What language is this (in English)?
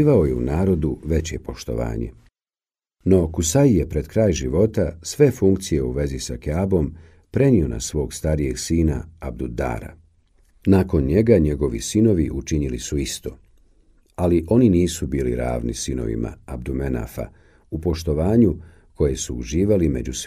Bosnian